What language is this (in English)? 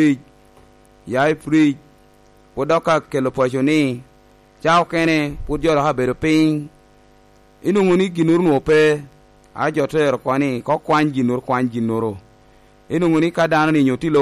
Lango (Uganda)